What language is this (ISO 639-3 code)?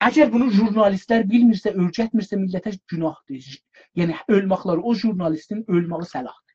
azb